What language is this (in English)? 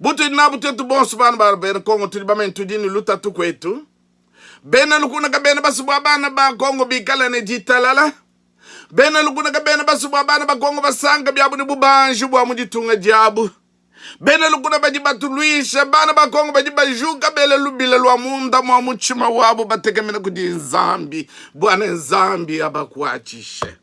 Luba-Lulua